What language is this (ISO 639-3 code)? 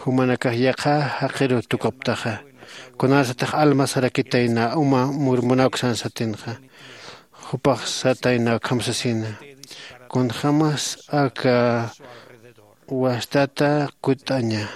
aym